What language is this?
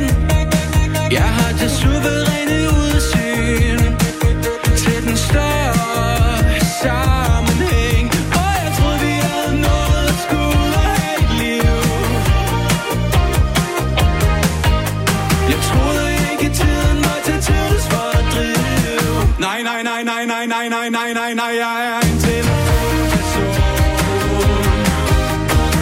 Danish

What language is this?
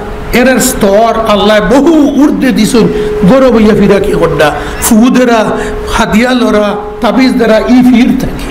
Sylheti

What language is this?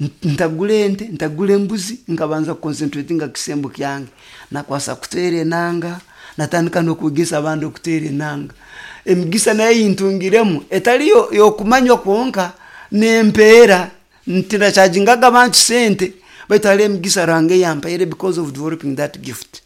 Nyoro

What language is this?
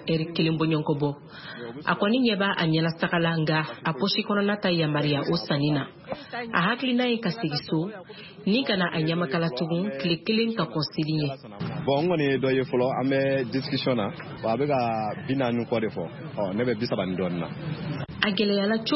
Bambara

